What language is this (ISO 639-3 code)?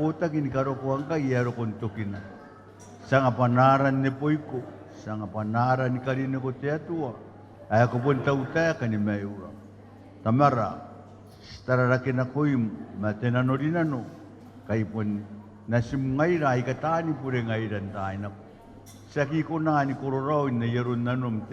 gil